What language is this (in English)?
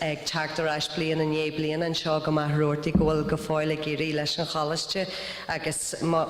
Irish